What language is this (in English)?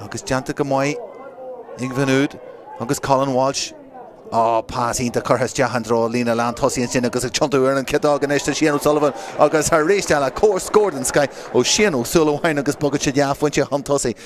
Irish